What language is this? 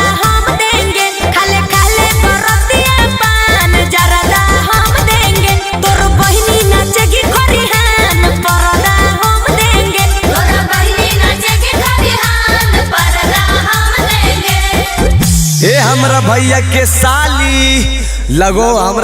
Magahi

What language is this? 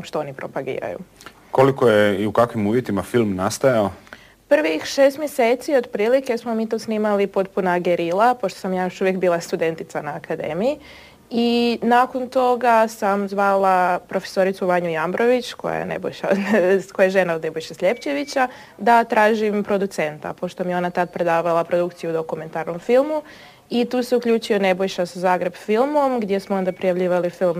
Croatian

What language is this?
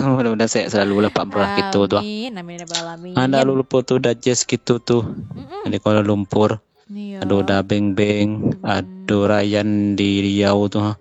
Minangkabau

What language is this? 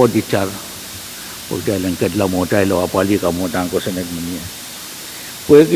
Pohnpeian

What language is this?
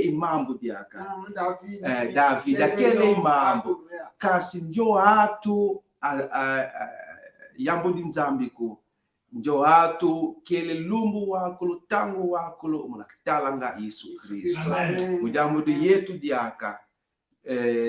Kongo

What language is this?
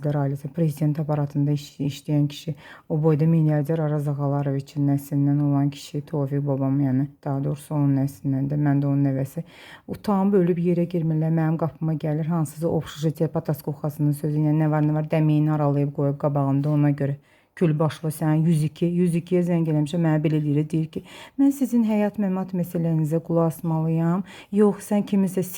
Azerbaijani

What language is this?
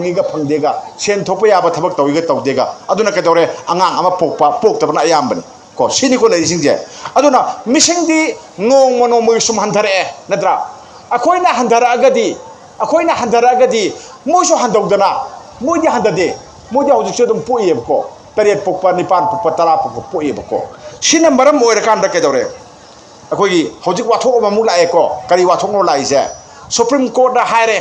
Manipuri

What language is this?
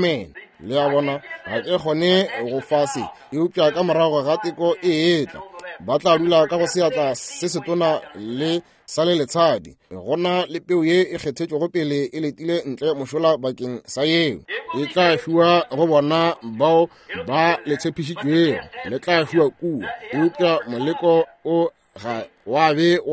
Northern Sotho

